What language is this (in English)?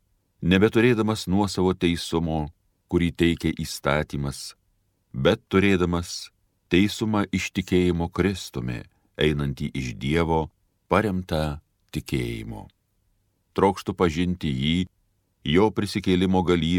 Lithuanian